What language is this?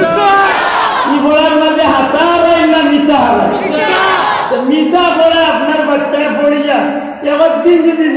Sylheti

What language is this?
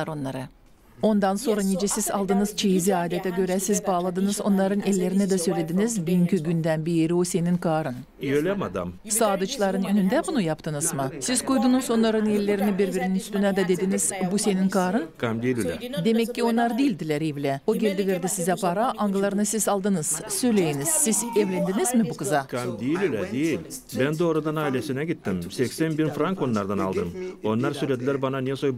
Gagauz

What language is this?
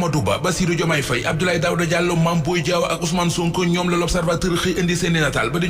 Wolof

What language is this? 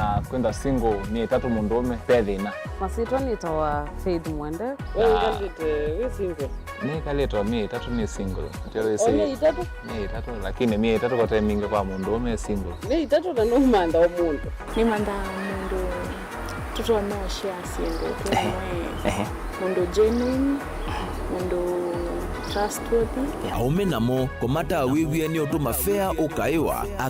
Kamba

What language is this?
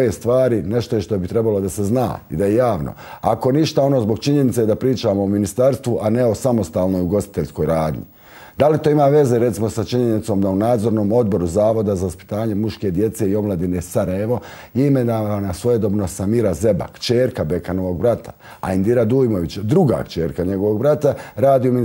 Bosnian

